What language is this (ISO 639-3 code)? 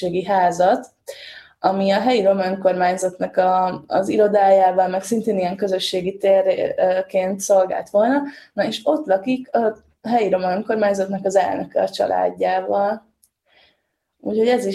hun